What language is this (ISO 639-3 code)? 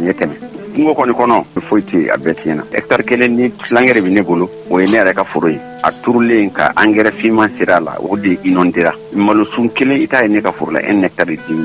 bam